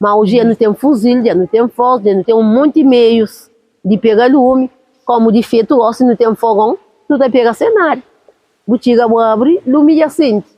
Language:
Kabuverdianu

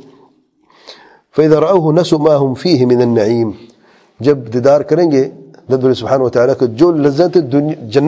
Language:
Urdu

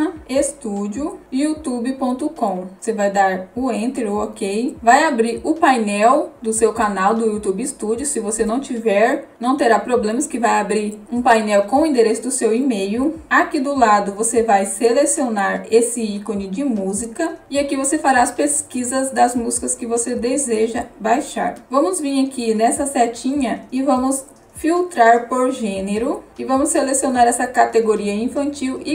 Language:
Portuguese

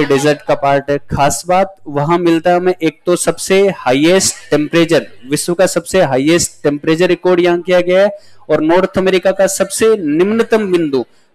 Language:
Hindi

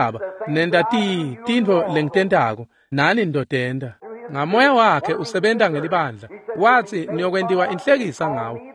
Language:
Swati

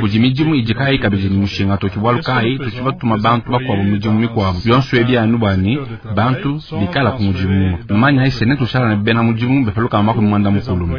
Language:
Luba-Lulua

